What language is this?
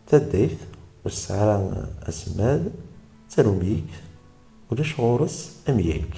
Kabyle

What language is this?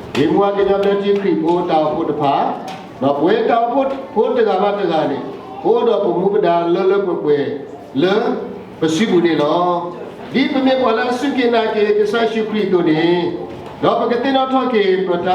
S'gaw Karen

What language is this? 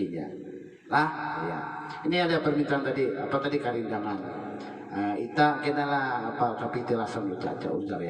Banjar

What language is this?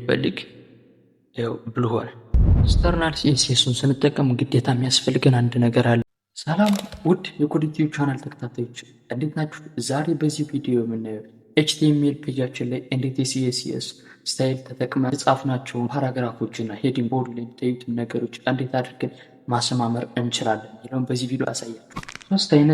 Amharic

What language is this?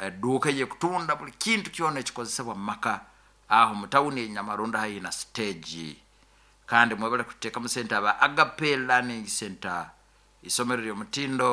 Nyoro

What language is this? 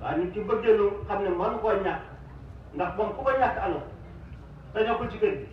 Wolof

